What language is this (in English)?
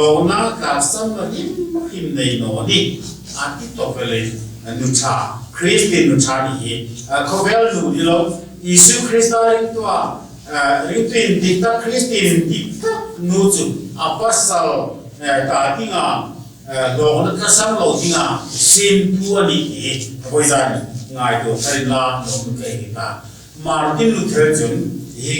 Hmar